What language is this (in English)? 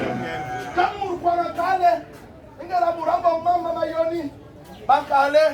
Basaa